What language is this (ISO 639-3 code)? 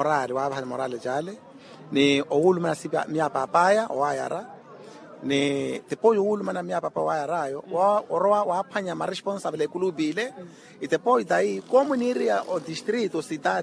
vmw